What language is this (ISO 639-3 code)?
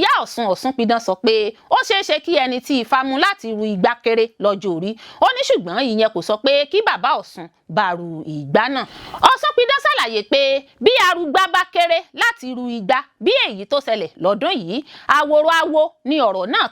yor